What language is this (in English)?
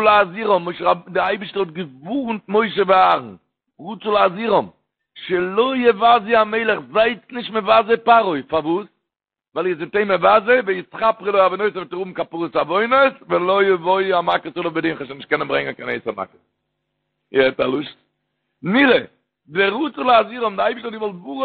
Yiddish